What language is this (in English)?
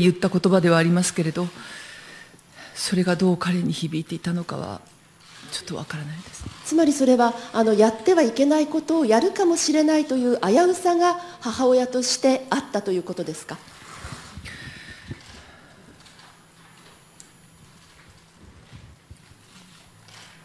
Japanese